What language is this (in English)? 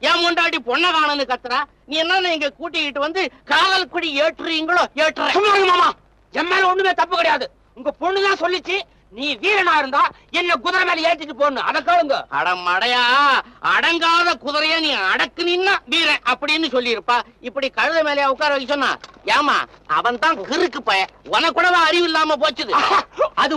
Tamil